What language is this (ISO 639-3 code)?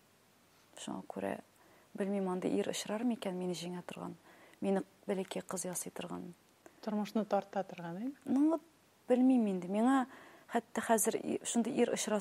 tat